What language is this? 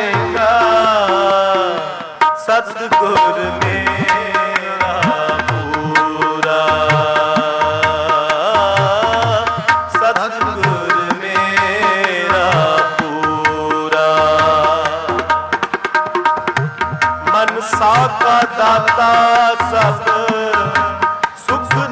Punjabi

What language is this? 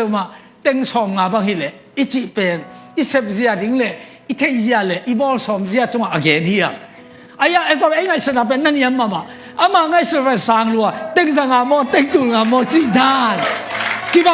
Tedim Chin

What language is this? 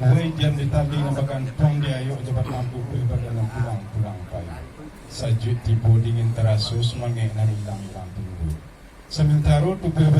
Minangkabau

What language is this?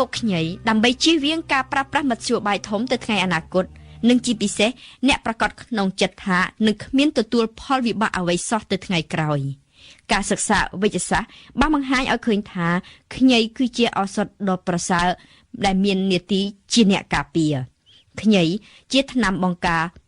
Khmer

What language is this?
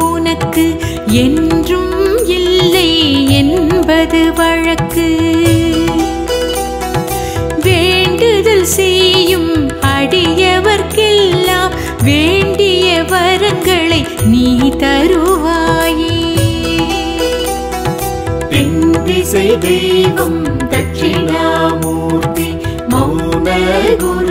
Tamil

